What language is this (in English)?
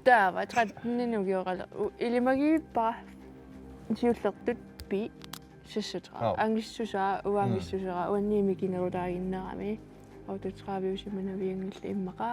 Kalaallisut